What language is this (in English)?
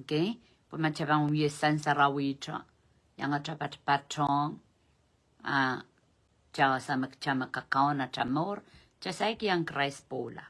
Pohnpeian